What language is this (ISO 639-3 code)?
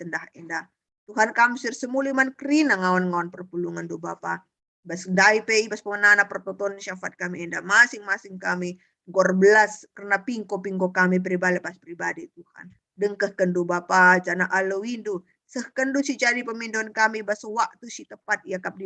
btx